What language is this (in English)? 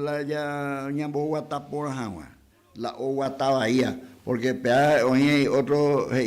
Guarani